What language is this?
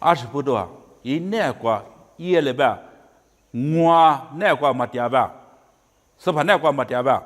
Lisu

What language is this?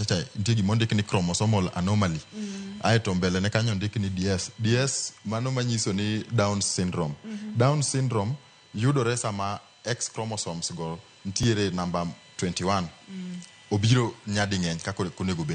Luo (Kenya and Tanzania)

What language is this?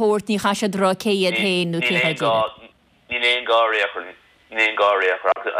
Irish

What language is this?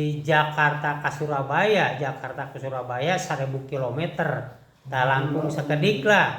Sundanese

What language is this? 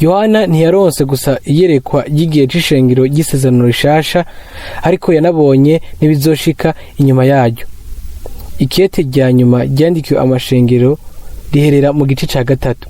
Rundi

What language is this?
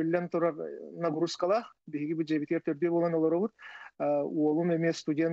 Yakut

